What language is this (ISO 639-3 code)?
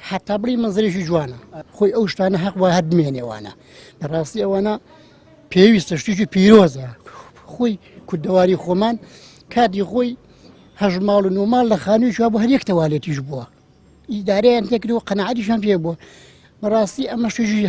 ckb